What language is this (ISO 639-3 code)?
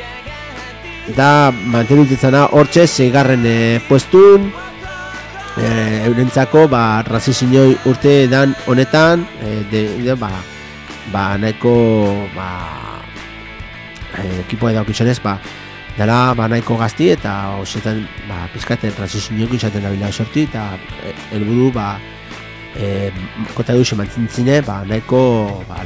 eus